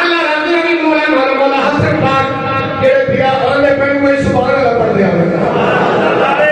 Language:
Saraiki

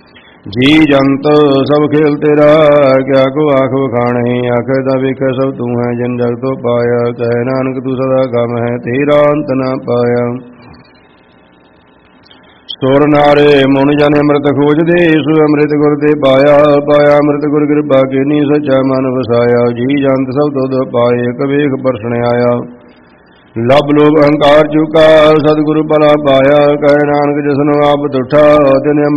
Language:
Punjabi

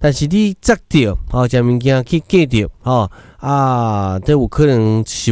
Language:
Min Nan Chinese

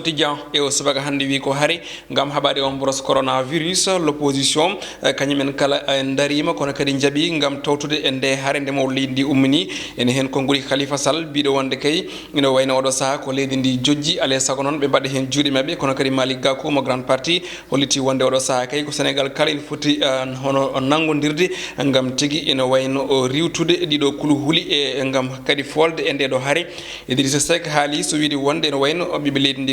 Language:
Fula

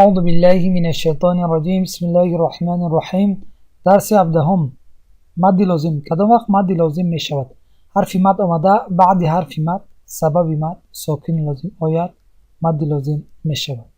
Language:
Tajik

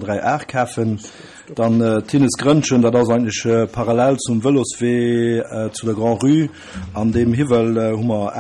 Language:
Luxembourgish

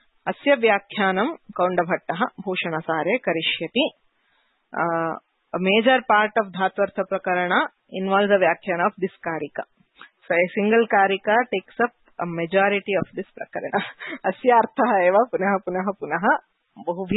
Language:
Sanskrit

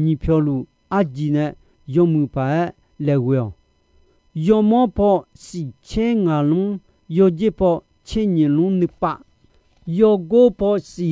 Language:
Akha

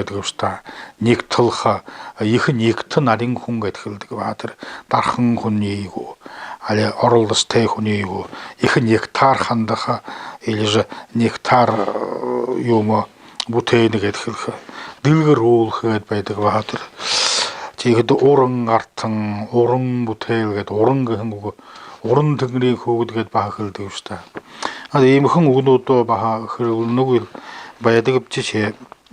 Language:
Buriat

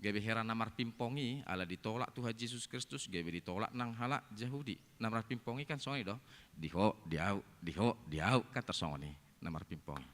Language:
Batak Toba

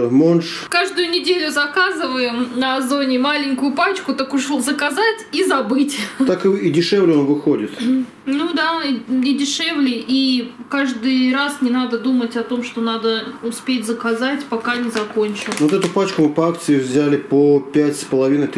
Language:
Russian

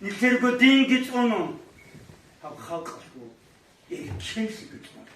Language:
Avaric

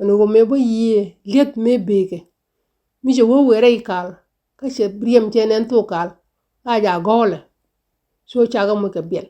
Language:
Nuer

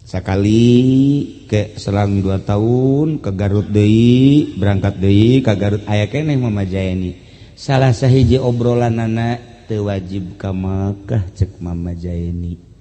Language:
Sundanese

